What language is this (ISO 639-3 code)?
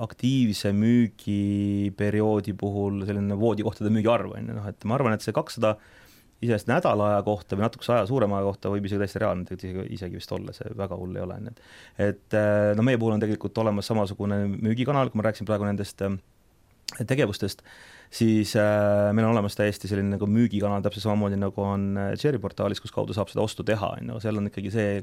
est